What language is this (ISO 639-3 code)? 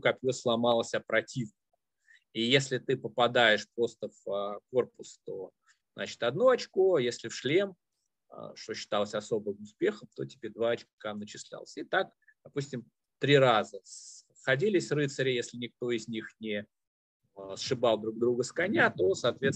rus